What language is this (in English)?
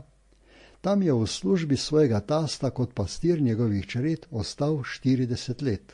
Slovenian